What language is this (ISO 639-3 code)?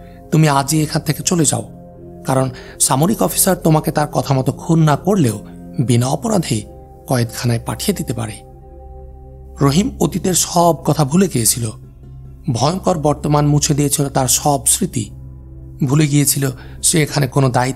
ben